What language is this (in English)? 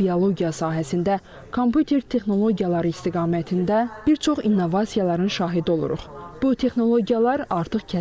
Azerbaijani